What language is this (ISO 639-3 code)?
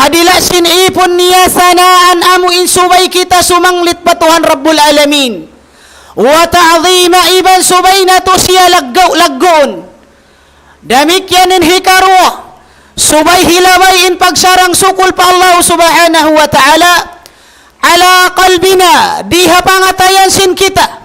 tsg